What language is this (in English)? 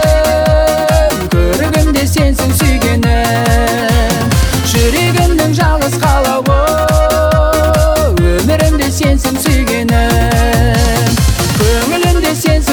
Kazakh